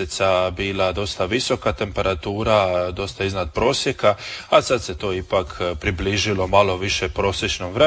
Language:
Croatian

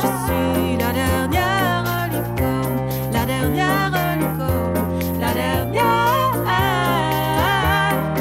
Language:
French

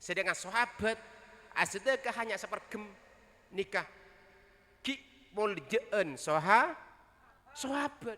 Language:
Madurese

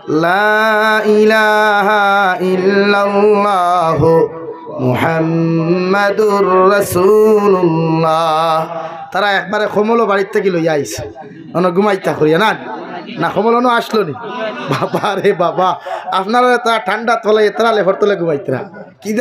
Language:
Sylheti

